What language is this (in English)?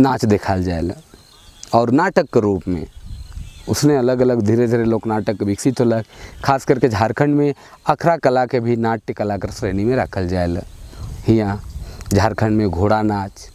Sadri